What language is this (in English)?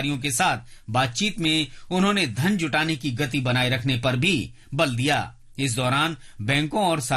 Hindi